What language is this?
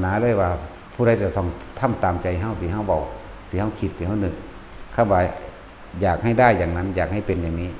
Northeastern Thai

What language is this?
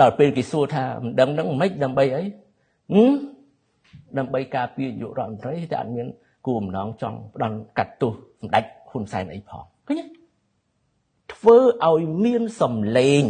Khmer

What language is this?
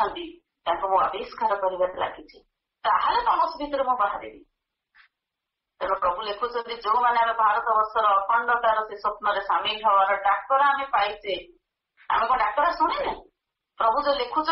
Odia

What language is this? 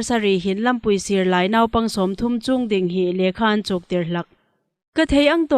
Hmar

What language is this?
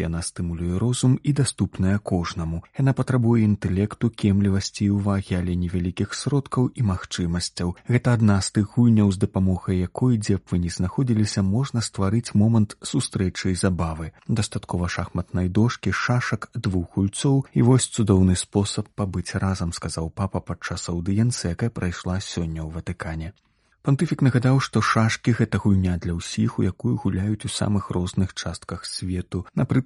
Belarusian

